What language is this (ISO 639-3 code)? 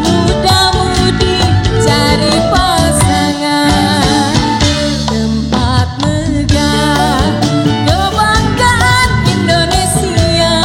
bew